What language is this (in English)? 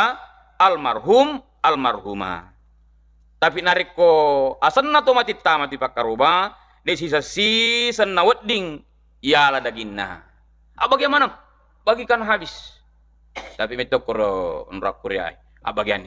Buginese